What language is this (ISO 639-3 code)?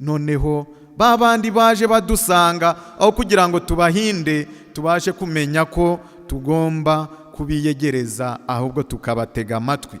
kin